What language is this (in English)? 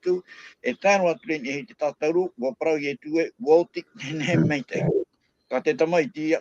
Tahitian